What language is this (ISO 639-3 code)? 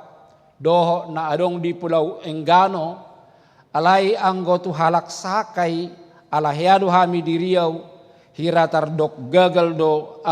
bbc